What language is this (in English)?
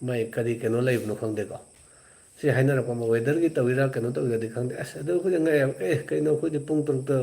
Manipuri